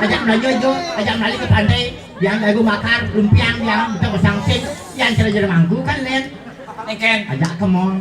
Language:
Balinese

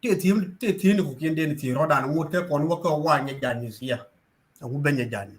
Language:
Nuer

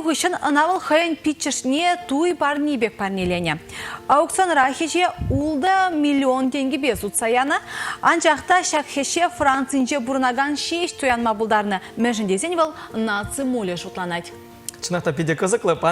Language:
Chuvash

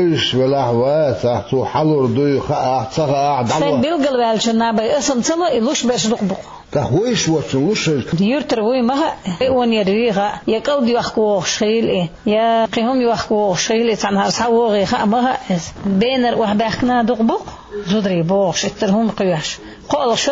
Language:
Chechen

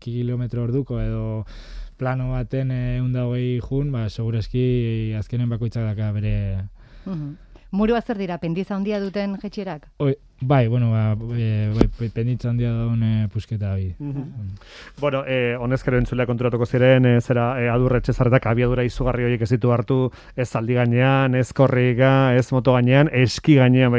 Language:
Basque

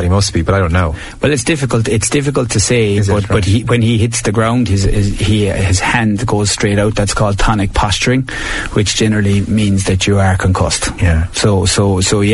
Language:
English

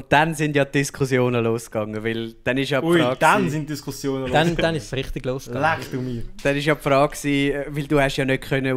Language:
Swiss German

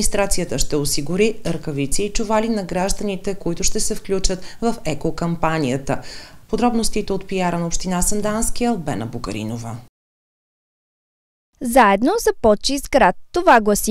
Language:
Bulgarian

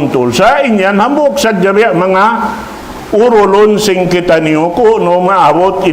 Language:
Tausug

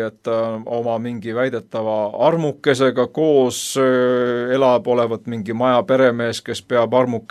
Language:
Estonian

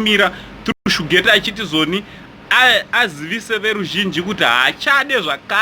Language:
Shona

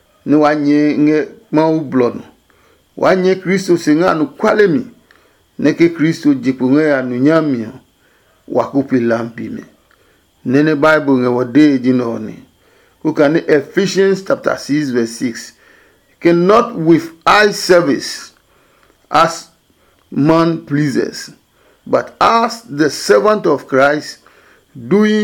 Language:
Adangme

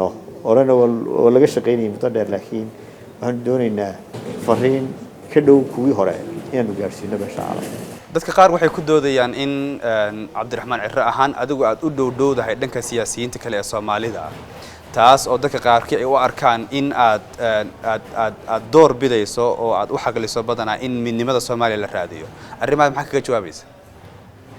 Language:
Somali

